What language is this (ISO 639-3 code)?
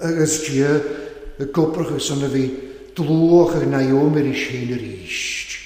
cym